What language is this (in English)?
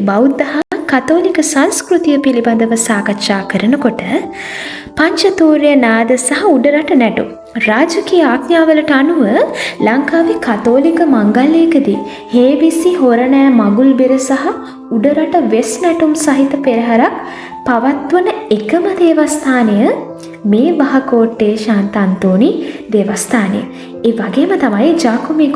Sinhala